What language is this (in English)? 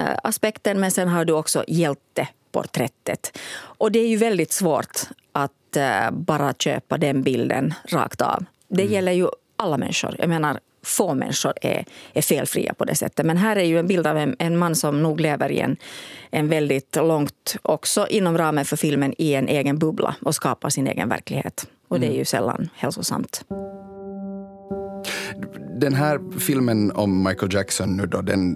Swedish